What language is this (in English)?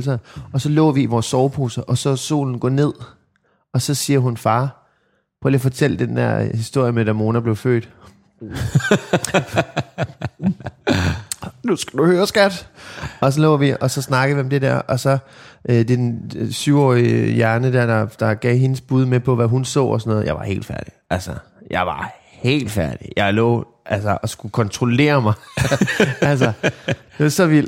Danish